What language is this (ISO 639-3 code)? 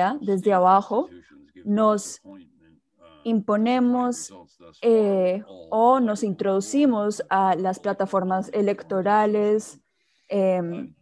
spa